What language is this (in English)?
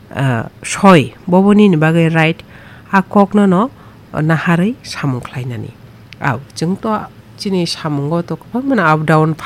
Kok Borok